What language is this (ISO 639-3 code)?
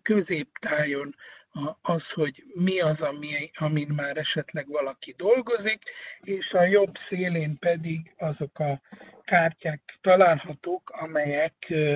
hun